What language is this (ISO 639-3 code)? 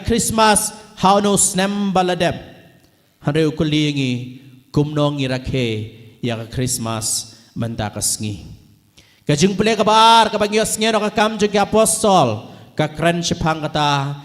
kha